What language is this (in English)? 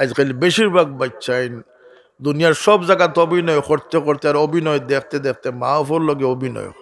Sylheti